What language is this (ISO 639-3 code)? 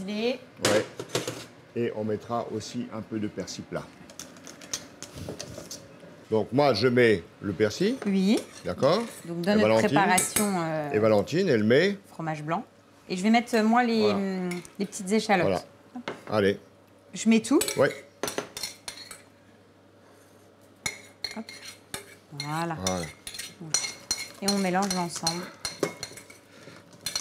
fra